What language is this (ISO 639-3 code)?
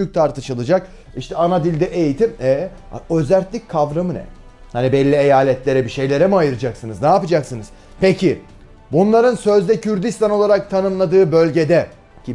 tur